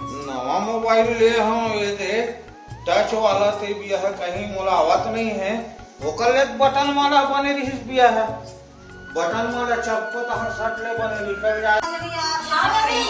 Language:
Chhattisgarhi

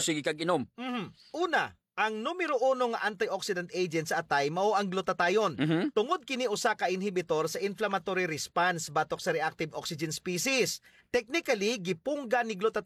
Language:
Cebuano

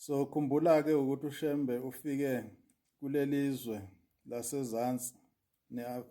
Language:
Zulu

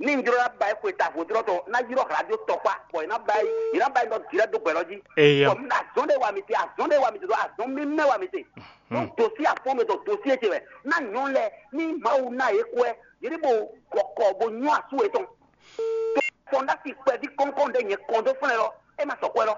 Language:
Fon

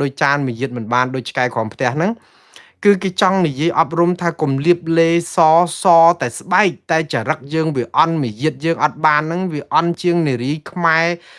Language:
Khmer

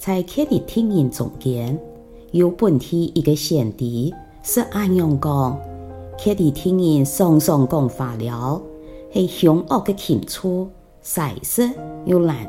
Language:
Hakka Chinese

